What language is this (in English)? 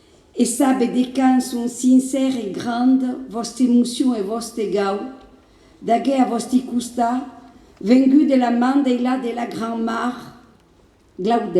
Occitan